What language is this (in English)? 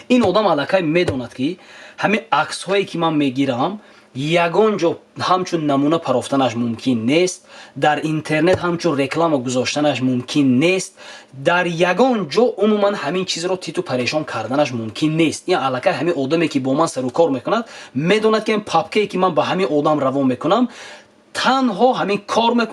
Tajik